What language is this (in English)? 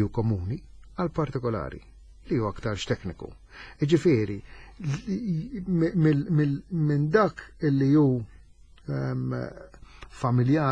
Maltese